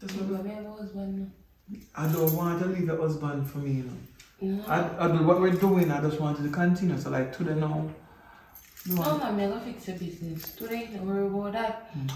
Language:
Jamaican Creole English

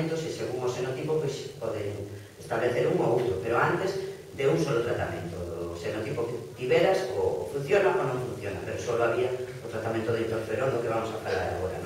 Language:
Galician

